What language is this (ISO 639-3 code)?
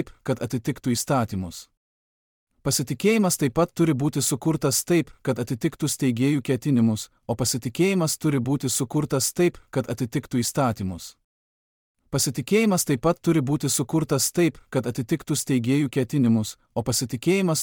lit